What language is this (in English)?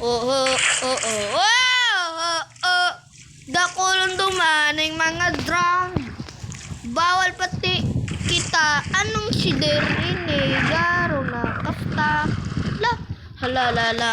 Bikol